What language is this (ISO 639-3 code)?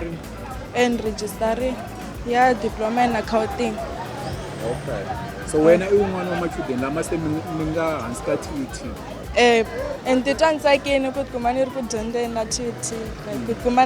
tso